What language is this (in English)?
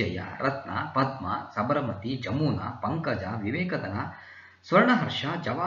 Kannada